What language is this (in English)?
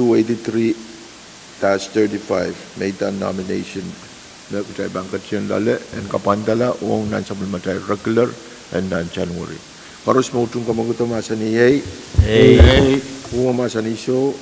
Pohnpeian